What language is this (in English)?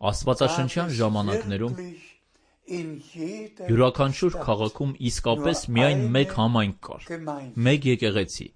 Armenian